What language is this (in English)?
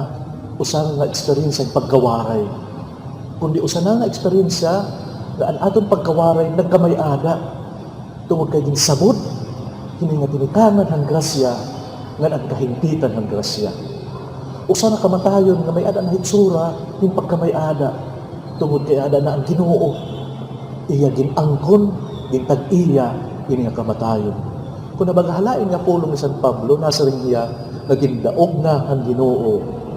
Waray